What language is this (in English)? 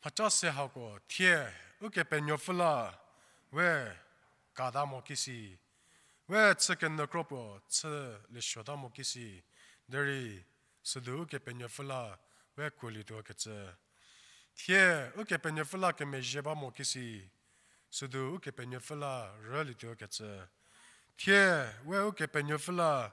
Angami Naga